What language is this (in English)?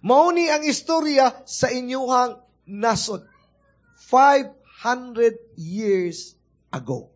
Cebuano